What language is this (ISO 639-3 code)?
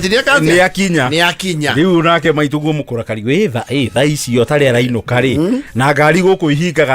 kik